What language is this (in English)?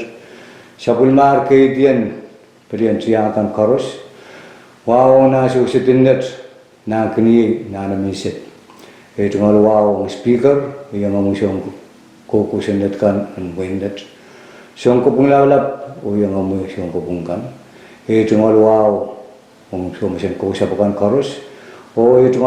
Pohnpeian